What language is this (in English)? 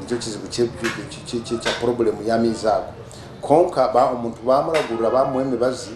Nyankole